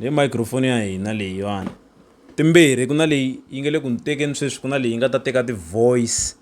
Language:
Tsonga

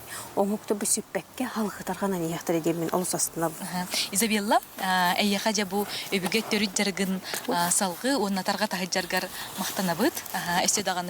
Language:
Yakut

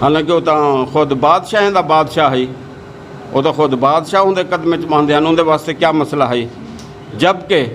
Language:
Saraiki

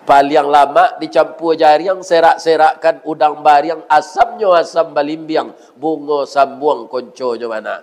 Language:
Minangkabau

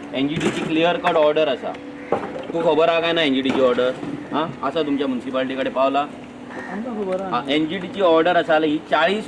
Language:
Konkani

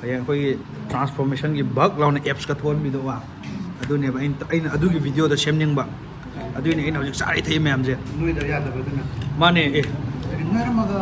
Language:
Manipuri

